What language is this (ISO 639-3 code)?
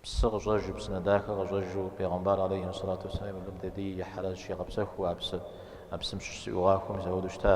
kbd